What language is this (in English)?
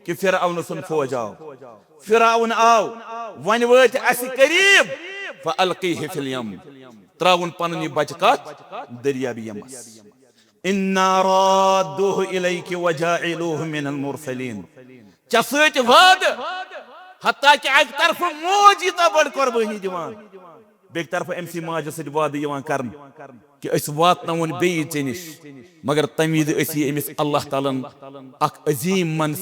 Kashmiri